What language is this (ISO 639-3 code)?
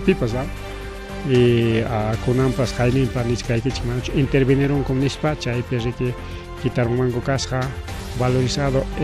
quy